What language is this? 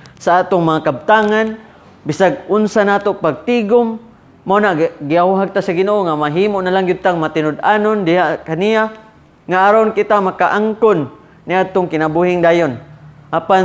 Cebuano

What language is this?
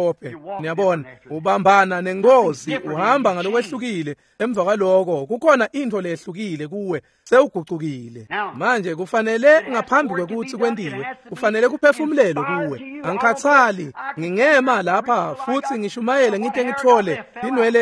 Swati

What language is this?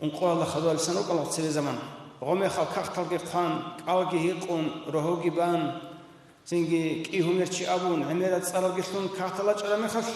Avaric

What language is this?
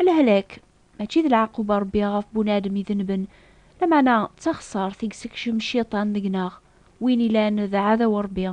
Kabyle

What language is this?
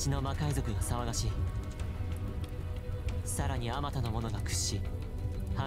Japanese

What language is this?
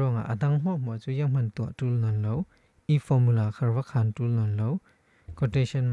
Falam Chin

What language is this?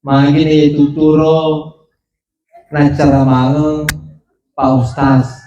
Buginese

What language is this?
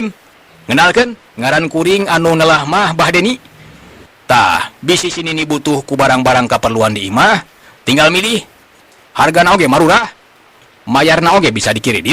Sundanese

